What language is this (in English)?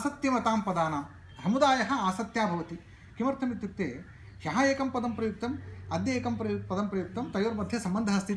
Sanskrit